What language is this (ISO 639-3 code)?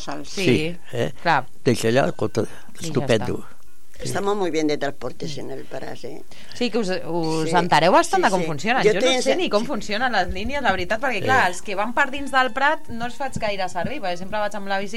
cat